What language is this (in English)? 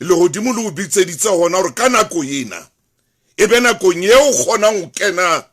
Southern Sotho